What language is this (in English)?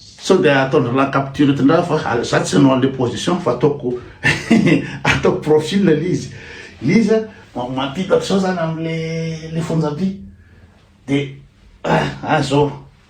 Malagasy